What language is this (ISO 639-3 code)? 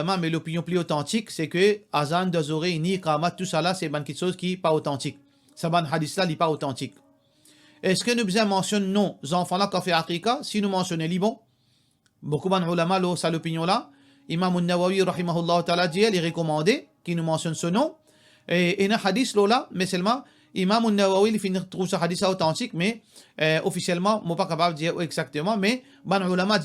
mfe